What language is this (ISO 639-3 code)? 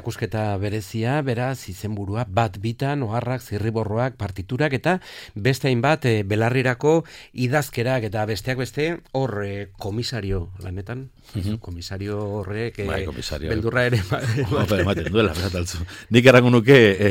eus